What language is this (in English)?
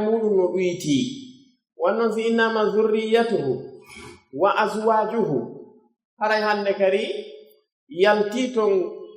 Pular